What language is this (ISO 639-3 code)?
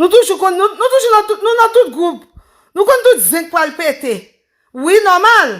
hat